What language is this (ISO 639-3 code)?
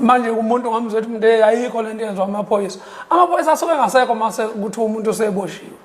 zul